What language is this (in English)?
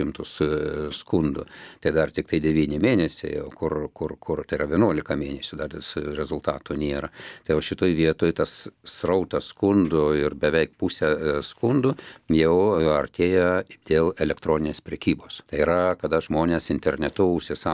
Lithuanian